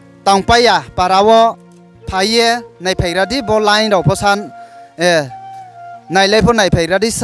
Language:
Riang (India)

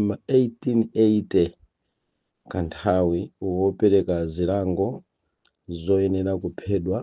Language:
Nyanja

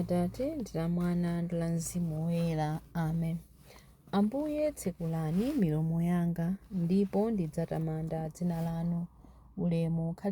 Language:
Nyanja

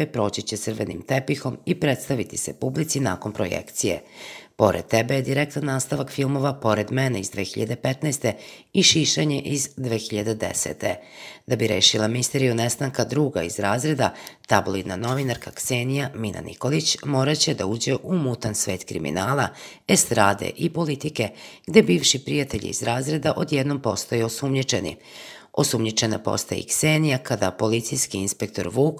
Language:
Serbian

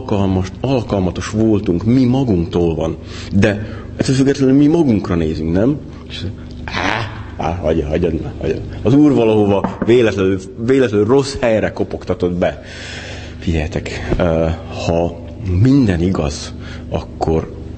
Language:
Hungarian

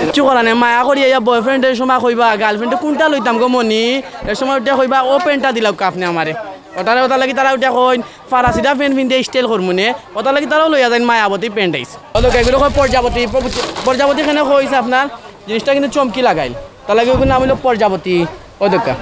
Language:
Sylheti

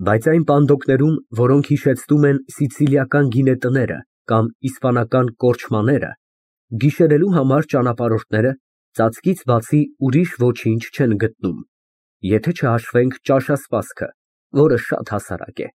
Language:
Armenian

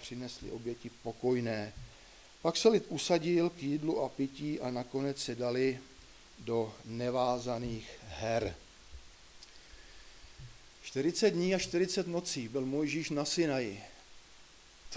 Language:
Czech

